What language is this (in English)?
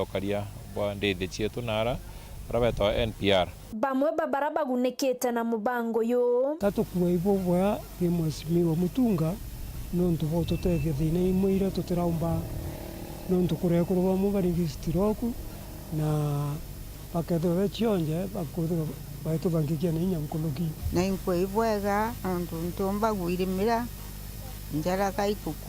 Meru